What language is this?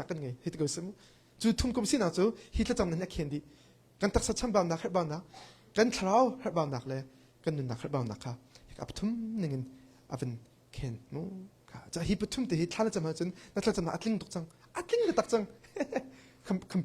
Hakha Chin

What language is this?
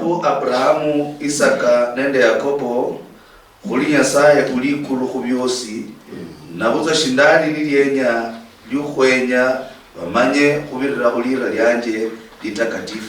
Luyia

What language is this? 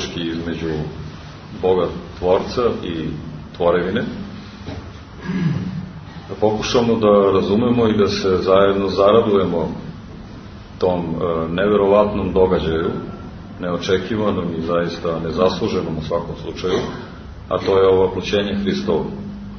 Serbian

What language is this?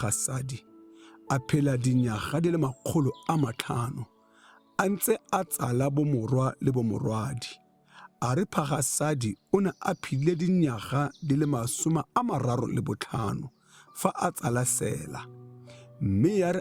Tswana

